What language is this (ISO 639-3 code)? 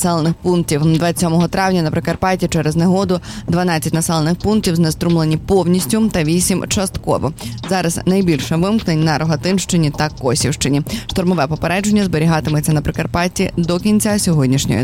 ukr